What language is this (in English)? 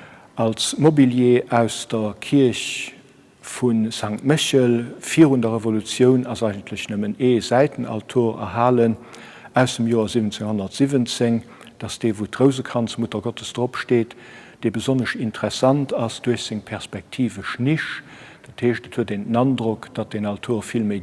Luxembourgish